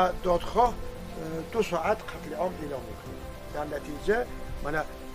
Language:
Tajik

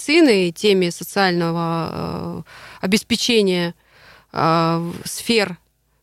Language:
Russian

